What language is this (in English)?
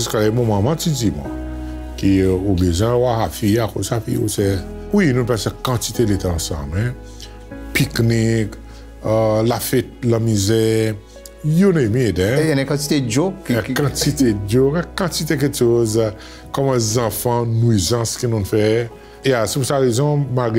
Seselwa Creole French